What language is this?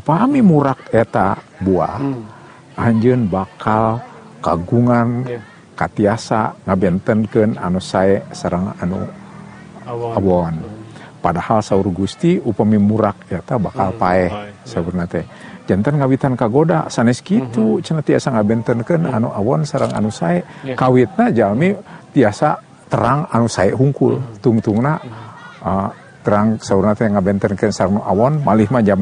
Sundanese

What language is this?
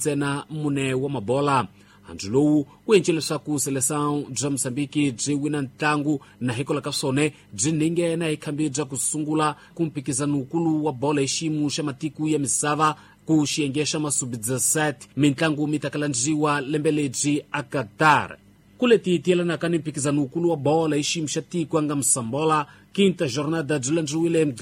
Tsonga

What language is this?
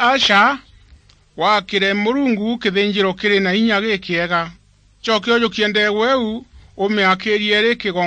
Meru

